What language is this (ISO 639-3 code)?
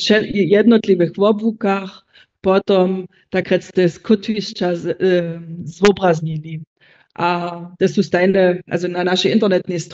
hsb